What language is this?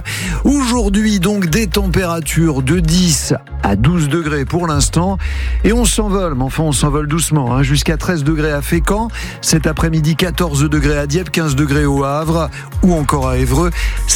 French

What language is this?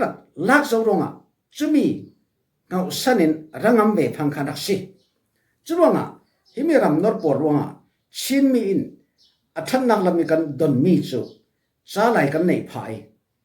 Falam Chin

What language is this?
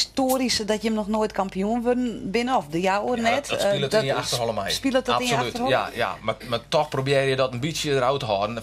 Western Frisian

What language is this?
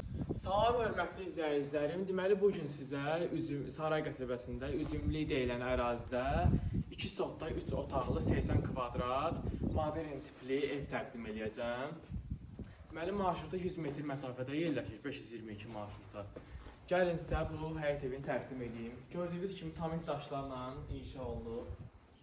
Azerbaijani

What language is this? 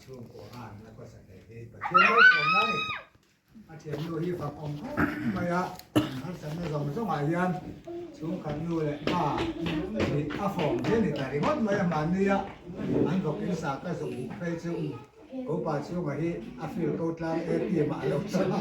Mizo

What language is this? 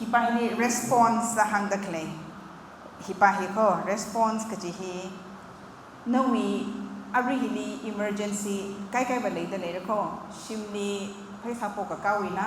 Tangkhul Naga (India)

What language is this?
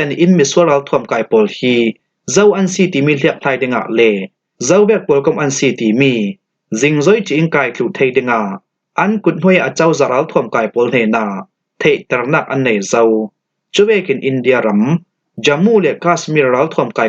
Falam Chin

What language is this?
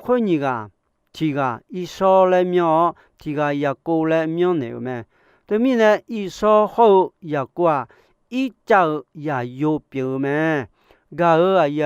Akha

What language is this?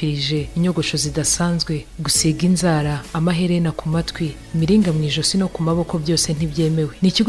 Kinyarwanda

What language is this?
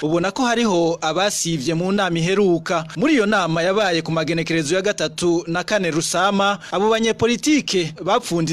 Rundi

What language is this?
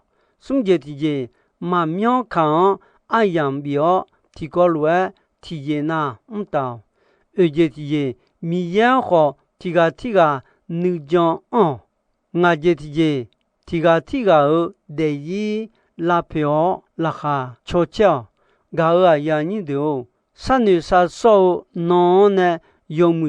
Akha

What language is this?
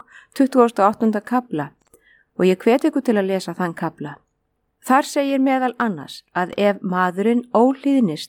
Icelandic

